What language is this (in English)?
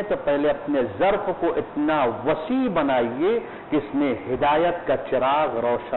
Urdu